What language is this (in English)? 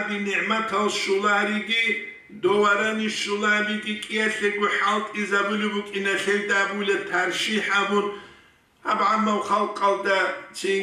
Avaric